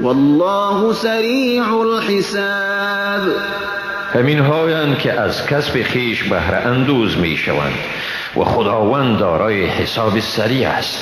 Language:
Persian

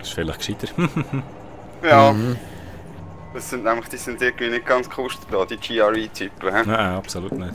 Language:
Swiss German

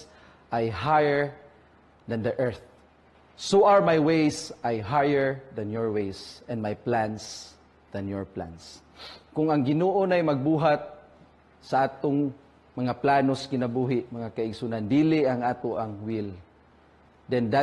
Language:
Cebuano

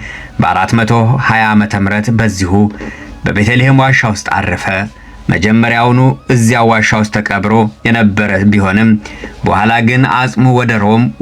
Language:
Amharic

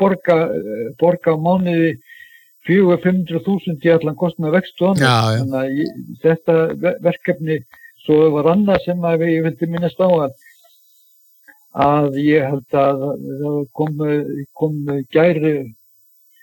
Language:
Icelandic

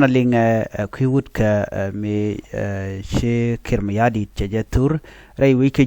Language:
Nuer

